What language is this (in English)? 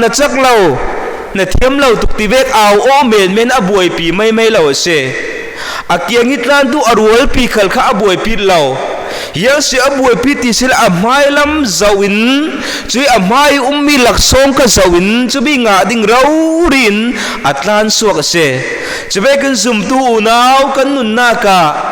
Falam Chin